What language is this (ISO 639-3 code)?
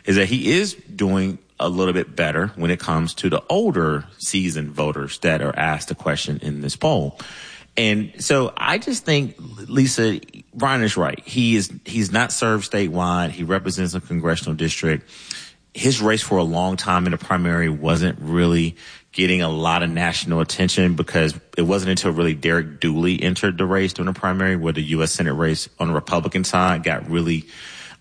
eng